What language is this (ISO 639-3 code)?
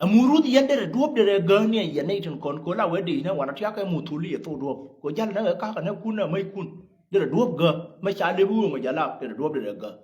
nus